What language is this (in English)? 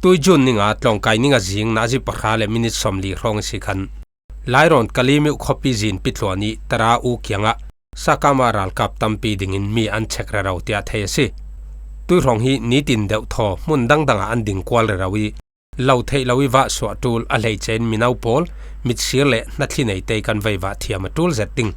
Falam Chin